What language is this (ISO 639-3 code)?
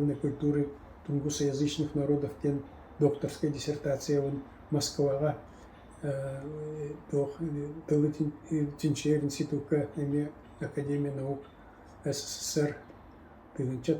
sah